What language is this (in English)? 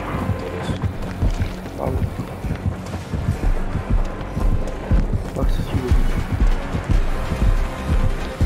Bulgarian